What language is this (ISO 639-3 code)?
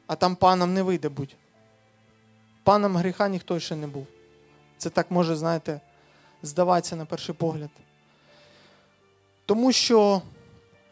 ukr